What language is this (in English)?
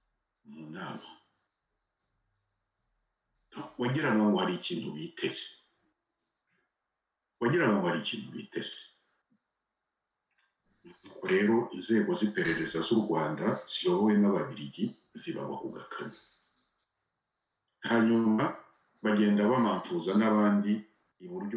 Kinyarwanda